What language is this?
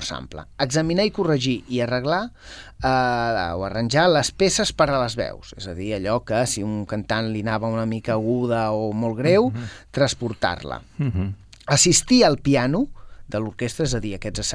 Catalan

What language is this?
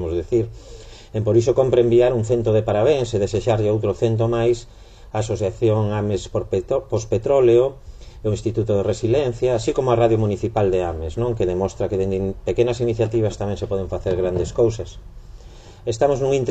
Galician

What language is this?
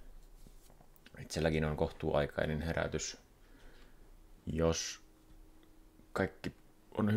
Finnish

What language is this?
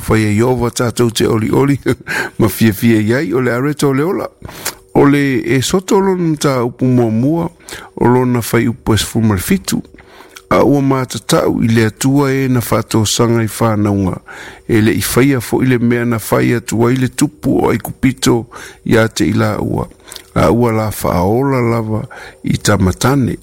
Samoan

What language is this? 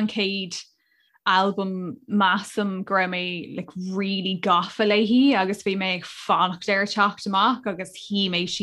Irish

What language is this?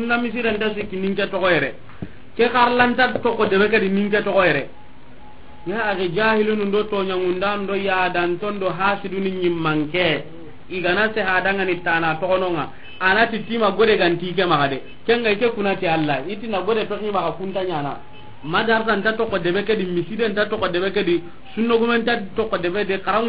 Soninke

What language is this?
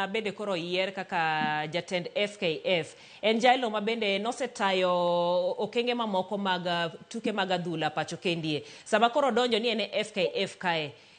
Luo (Kenya and Tanzania)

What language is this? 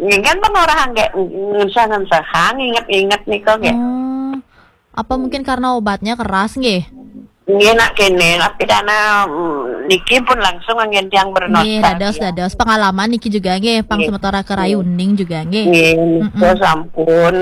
Balinese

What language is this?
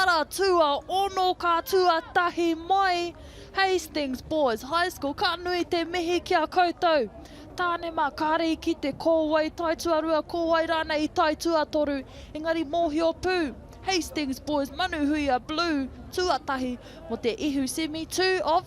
Māori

